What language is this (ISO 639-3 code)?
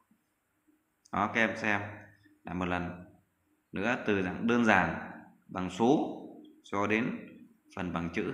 vie